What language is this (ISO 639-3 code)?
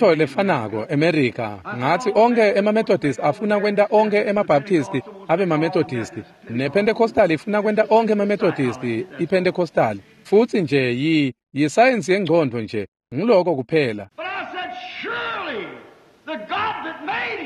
ssw